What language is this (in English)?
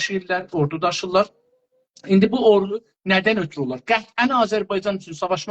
South Azerbaijani